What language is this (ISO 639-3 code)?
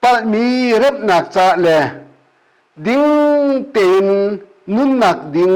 cnh